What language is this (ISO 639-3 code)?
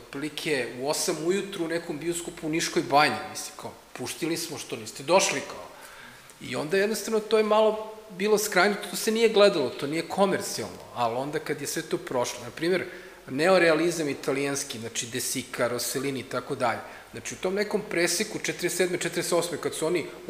srp